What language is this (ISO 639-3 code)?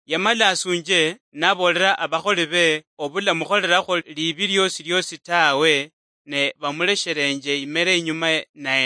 luy